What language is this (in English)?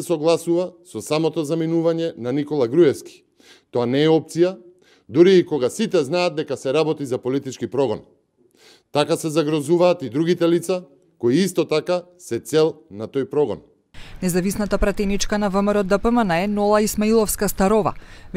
Macedonian